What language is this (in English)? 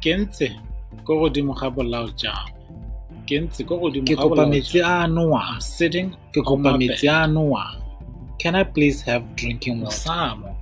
Tswana